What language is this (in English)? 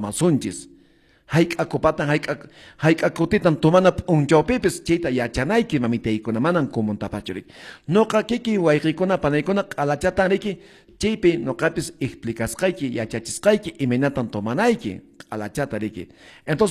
Quechua